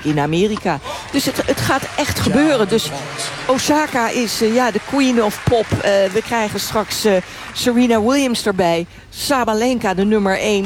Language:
Dutch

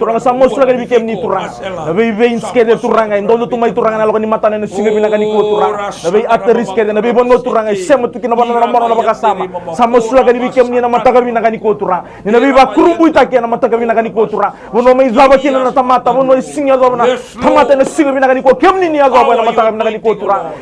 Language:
Fijian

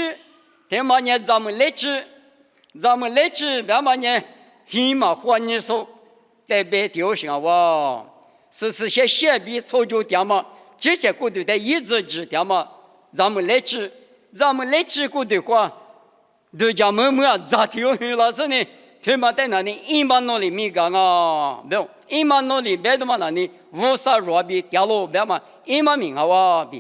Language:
Lisu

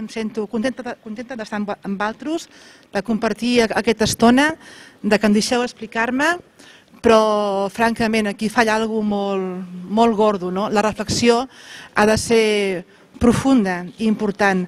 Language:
Catalan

